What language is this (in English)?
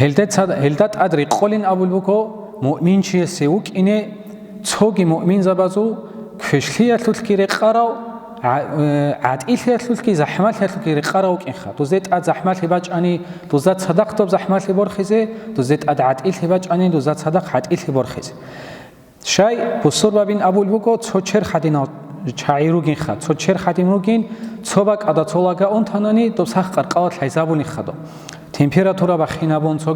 Avaric